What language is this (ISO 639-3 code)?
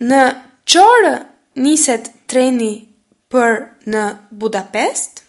sqi